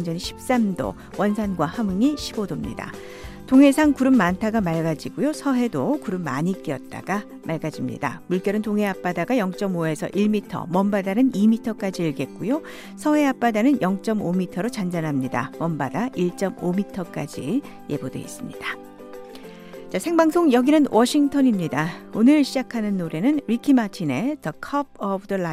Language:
Korean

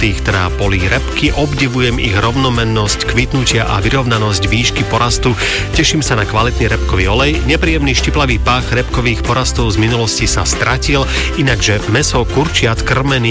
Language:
Slovak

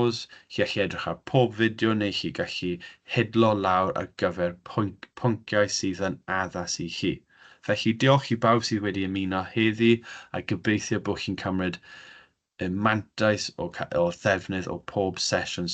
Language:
Welsh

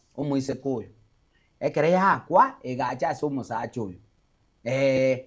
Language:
Gusii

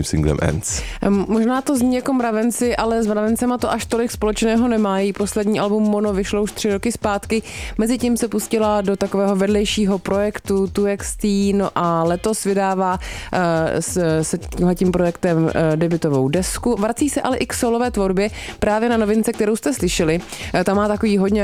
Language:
Czech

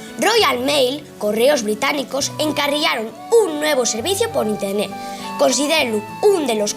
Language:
Asturian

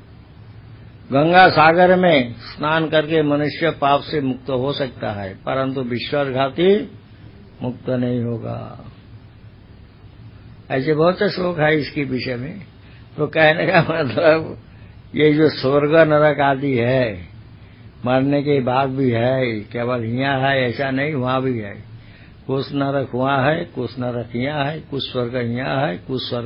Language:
Hindi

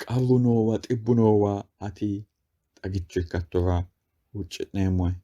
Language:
Sidamo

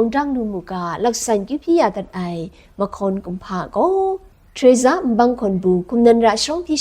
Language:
Kachin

